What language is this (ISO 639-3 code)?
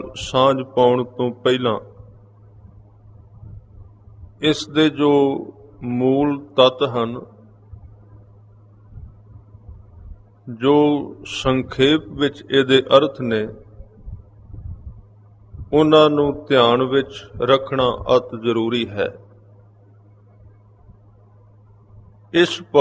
pan